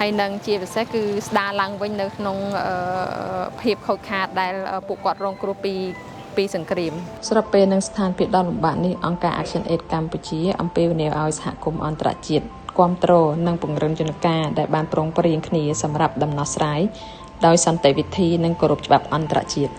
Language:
Khmer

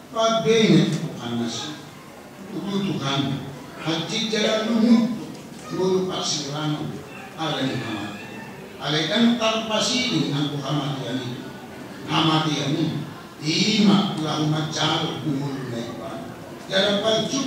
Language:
Batak Toba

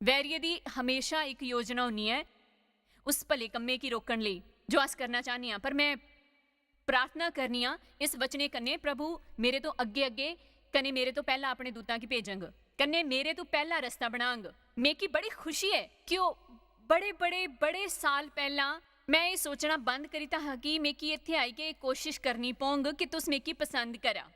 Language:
Dogri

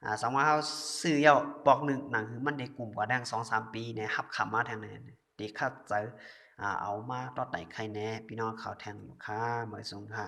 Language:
Shan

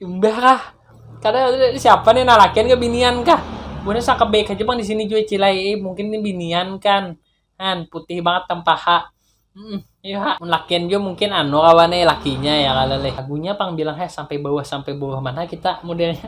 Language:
Banjar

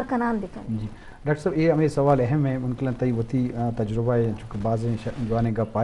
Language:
Eastern Balochi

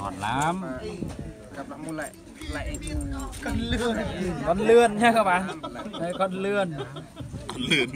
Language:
Central Mnong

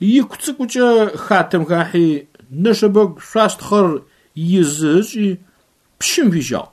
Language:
Adyghe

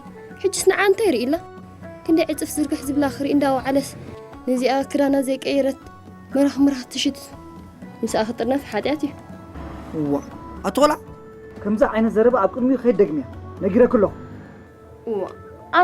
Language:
Tigrinya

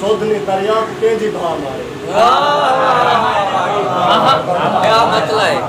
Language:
Saraiki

